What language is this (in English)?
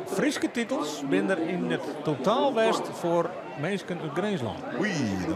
Western Frisian